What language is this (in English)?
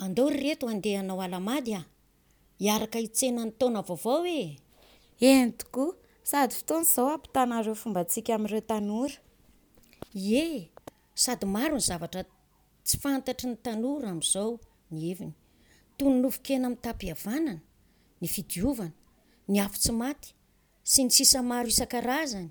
Malagasy